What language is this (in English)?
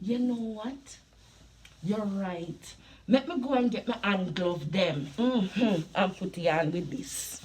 Jamaican Creole English